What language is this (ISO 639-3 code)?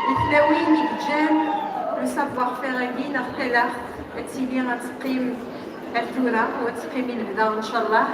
kab